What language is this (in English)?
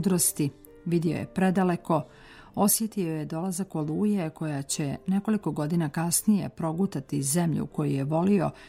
Serbian